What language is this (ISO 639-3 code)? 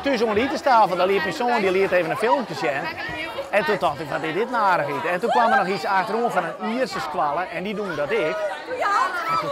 fry